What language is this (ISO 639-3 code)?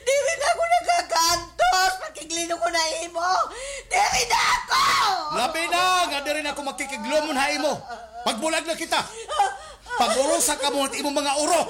war